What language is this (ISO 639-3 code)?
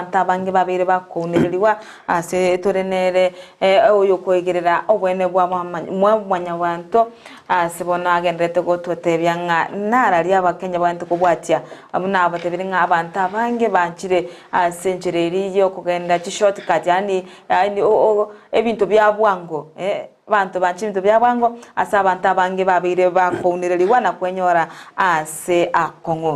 guz